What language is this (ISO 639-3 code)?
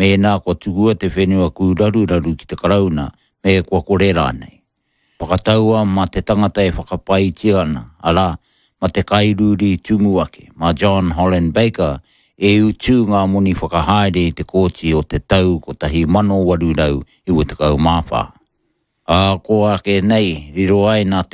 mri